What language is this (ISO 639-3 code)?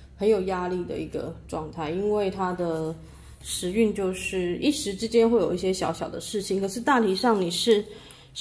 zho